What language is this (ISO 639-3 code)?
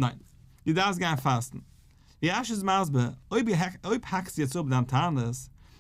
yid